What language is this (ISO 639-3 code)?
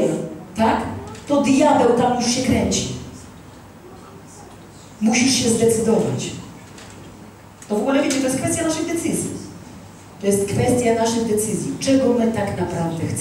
pol